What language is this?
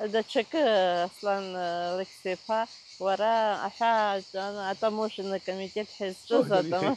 Abkhazian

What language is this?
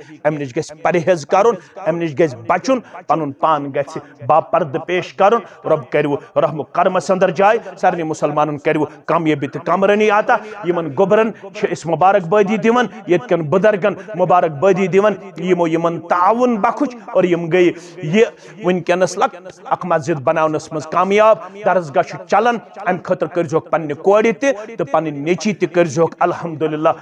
Kashmiri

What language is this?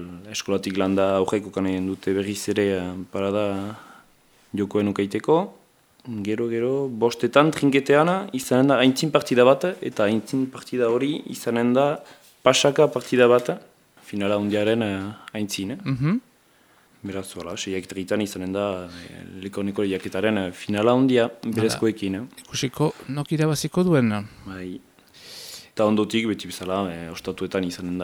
Basque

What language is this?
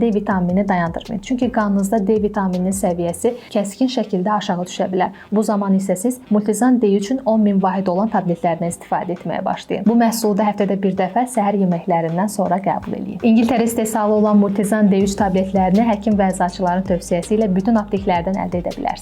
Azerbaijani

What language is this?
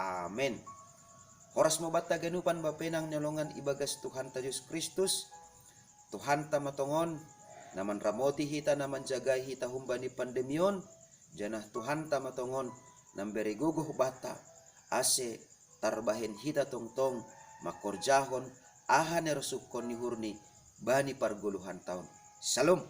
Batak Simalungun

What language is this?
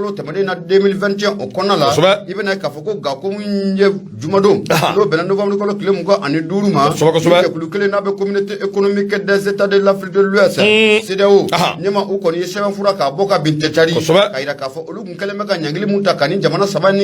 Bambara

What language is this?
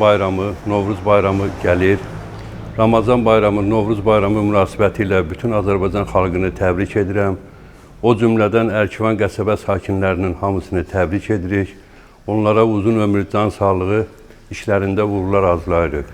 Azerbaijani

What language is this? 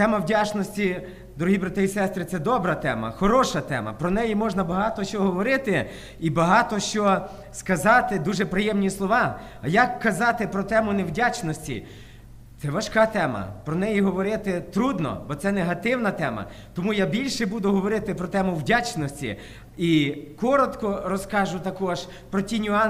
Ukrainian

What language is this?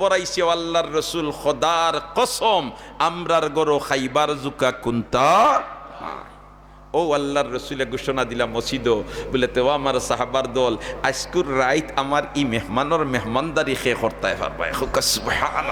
Sylheti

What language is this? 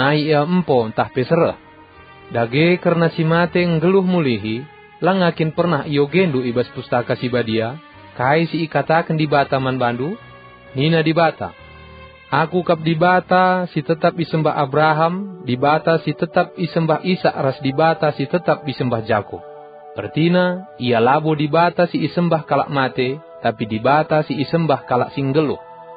Batak Karo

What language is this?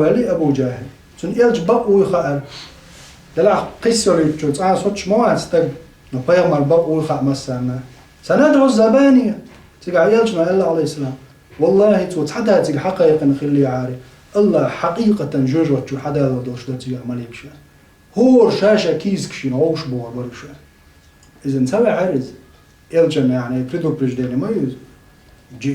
Chechen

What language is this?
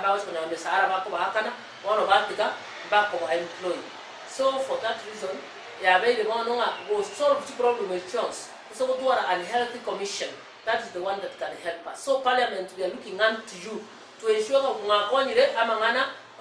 Gusii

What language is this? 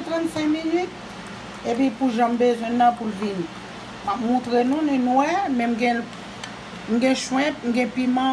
Haitian Creole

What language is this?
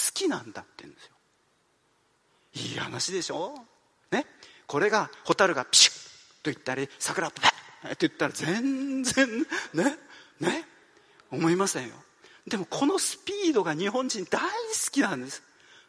Japanese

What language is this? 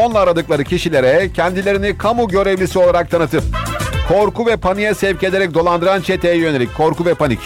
Turkish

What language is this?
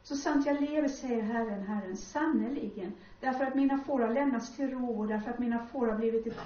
Swedish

